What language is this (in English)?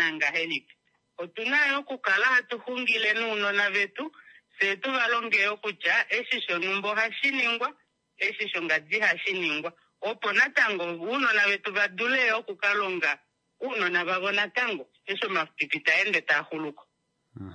Kuanyama